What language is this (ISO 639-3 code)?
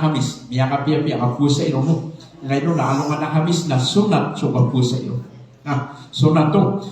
mrw